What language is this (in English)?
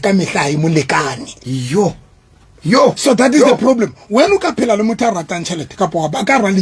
Southern Sotho